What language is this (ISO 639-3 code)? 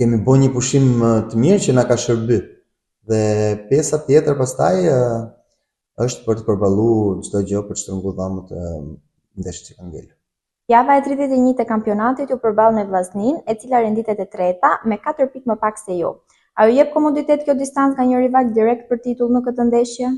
sqi